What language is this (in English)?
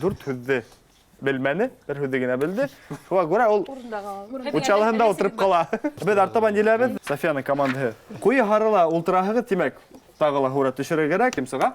Bashkir